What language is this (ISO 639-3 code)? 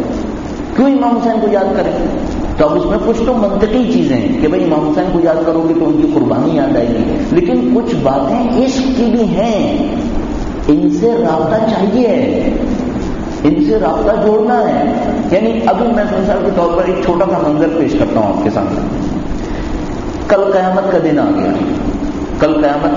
urd